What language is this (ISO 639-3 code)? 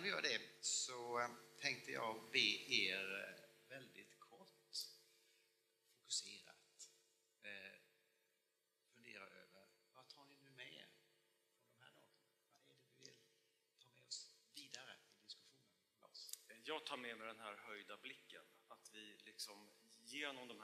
swe